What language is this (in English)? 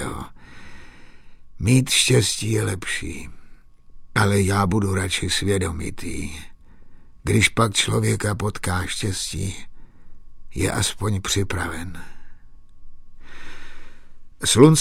Czech